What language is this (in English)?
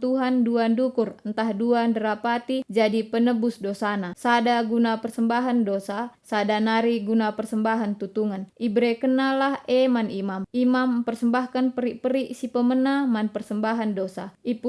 Batak Karo